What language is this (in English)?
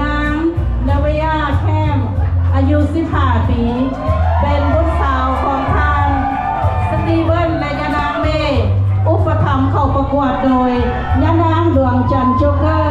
Lao